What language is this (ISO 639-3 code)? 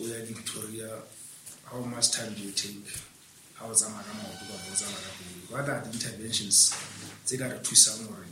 sot